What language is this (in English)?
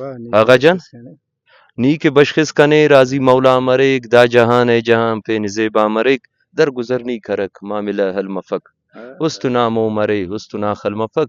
Brahui